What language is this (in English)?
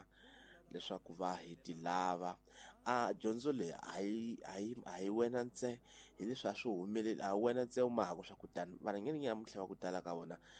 Tsonga